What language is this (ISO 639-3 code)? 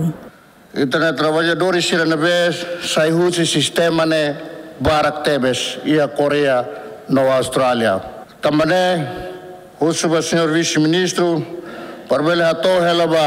tet